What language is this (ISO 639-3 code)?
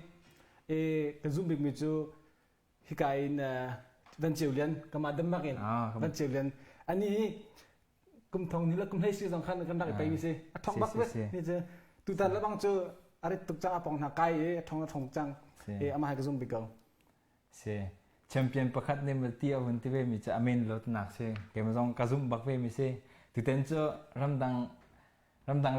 cnh